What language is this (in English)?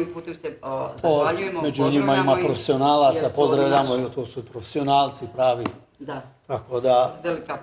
Bosnian